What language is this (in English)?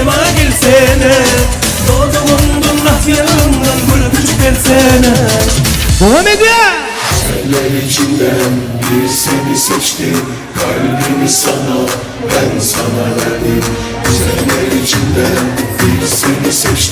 Turkmen